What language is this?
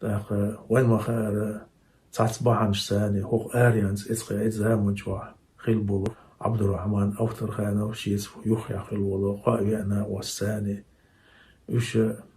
Chechen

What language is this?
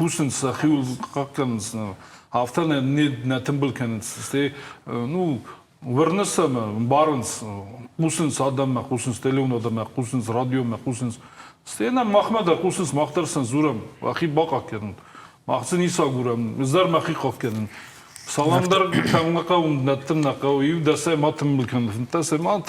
Ossetic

